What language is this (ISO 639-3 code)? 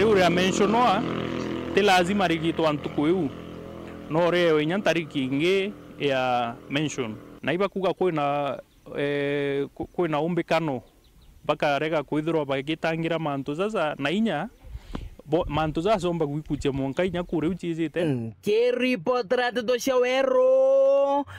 mer